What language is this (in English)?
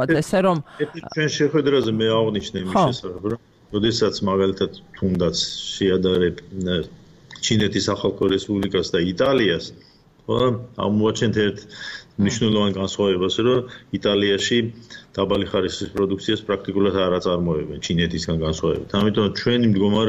Georgian